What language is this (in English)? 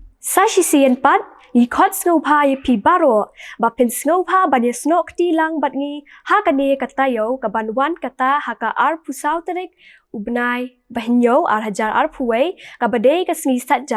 Khasi